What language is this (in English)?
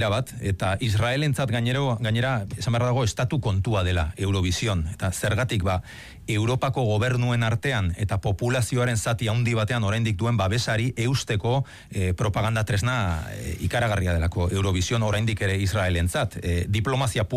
Basque